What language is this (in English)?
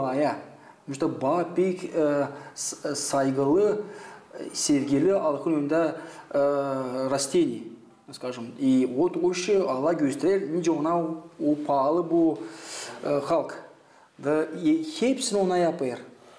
Gagauz